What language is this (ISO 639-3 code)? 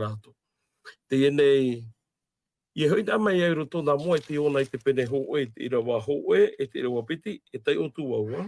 tah